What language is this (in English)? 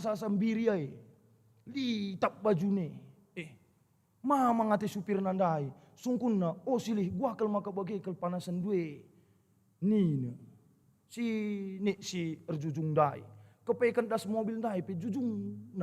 Batak Karo